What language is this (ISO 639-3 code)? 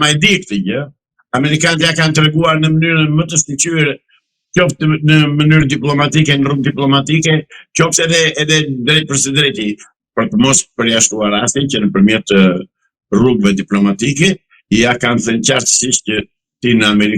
sqi